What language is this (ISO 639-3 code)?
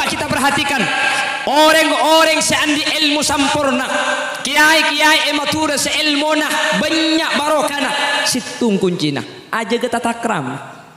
mad